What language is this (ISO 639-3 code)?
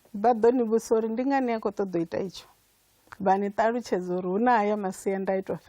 ven